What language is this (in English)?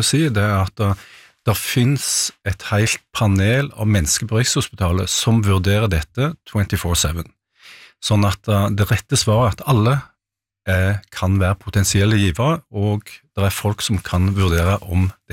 Norwegian